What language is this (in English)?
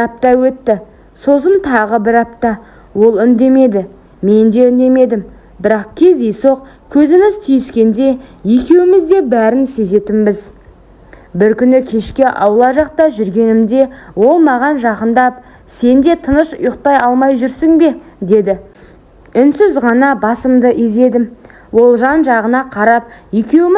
Kazakh